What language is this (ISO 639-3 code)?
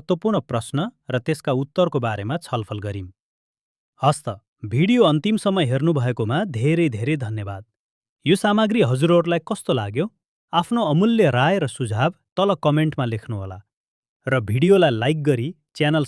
nep